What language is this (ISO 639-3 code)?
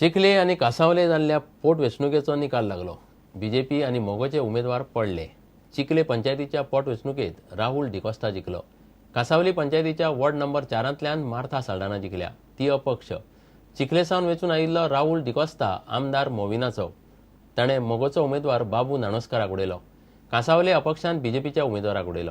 kok